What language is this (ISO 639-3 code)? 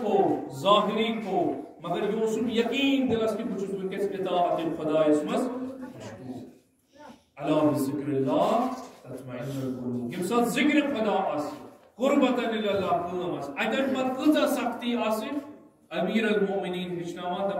kas